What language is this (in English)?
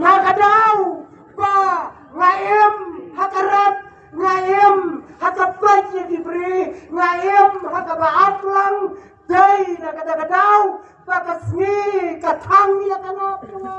Khasi